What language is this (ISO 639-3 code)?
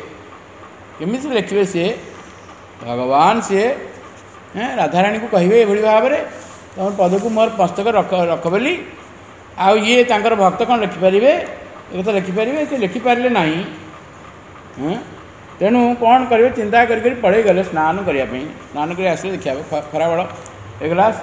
ori